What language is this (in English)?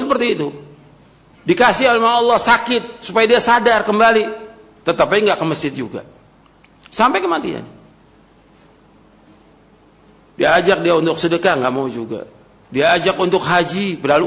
Indonesian